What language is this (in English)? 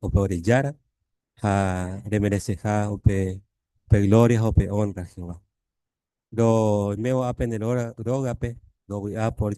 Guarani